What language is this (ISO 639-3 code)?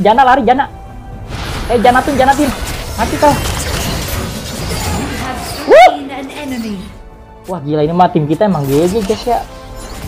ind